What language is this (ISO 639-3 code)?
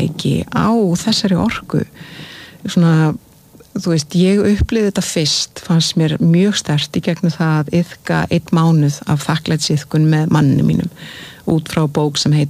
isl